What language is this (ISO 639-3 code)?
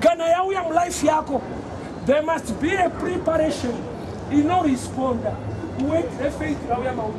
sna